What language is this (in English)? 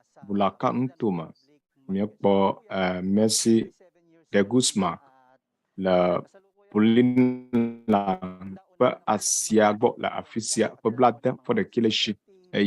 Ewe